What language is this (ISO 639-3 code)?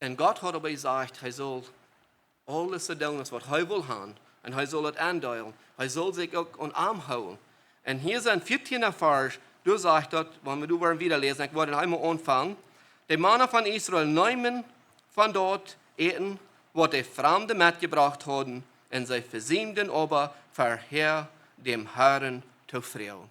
pdt